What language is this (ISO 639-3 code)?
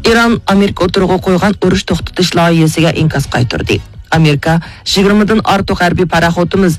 uig